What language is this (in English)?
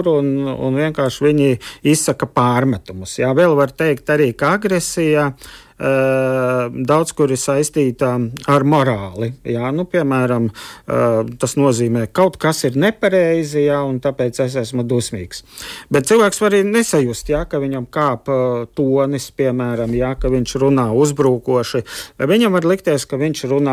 Latvian